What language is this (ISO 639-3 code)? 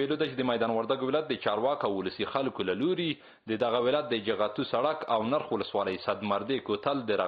pus